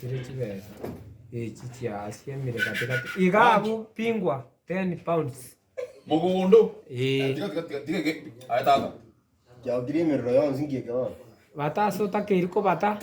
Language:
Gusii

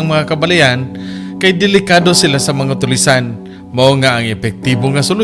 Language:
Cebuano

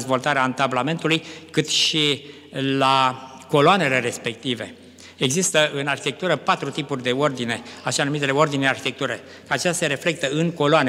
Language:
Romanian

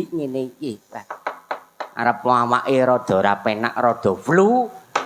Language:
Javanese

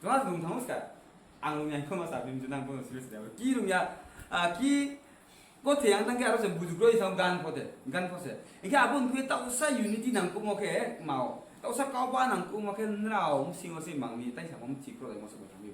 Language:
Riang (India)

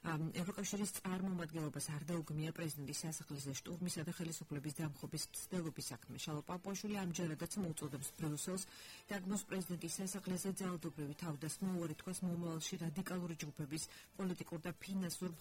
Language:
Georgian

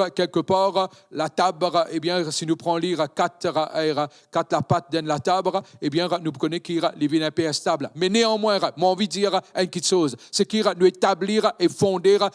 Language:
Morisyen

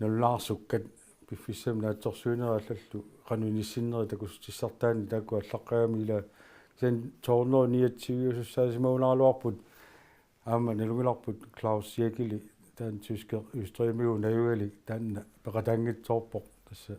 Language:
Kalaallisut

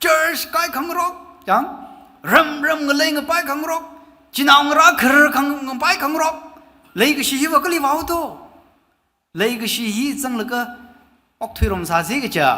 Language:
Tangkhul Naga (India)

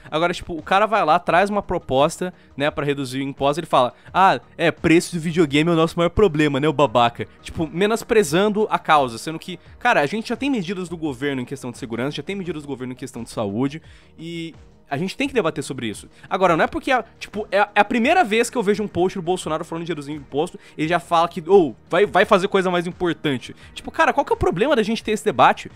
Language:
Portuguese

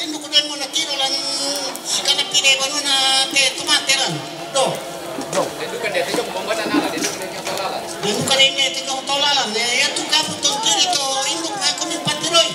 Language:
Toraja-Sa'dan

